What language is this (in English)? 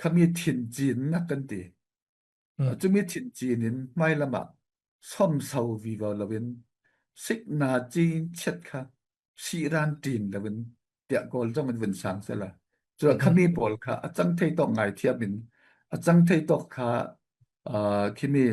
Falam Chin